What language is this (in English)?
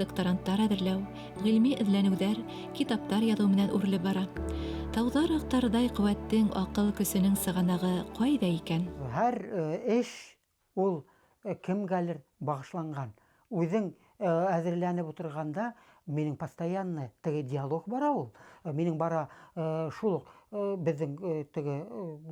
Bashkir